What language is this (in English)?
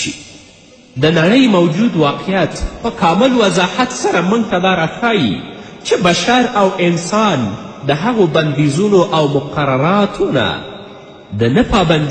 Pashto